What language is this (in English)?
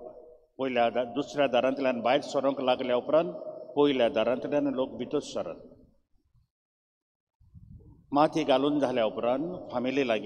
Konkani